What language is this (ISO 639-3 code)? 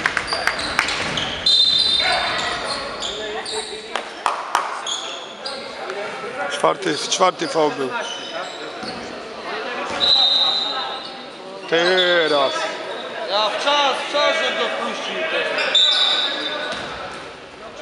pol